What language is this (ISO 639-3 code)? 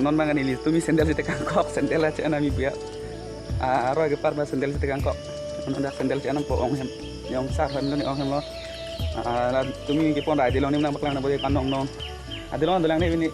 mjw